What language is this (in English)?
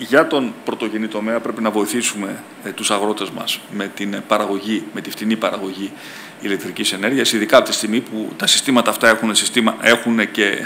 Greek